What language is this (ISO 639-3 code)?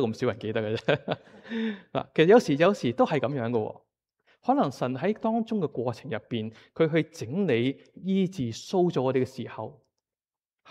yue